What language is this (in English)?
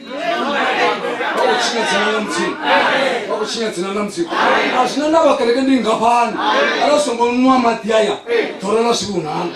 Venda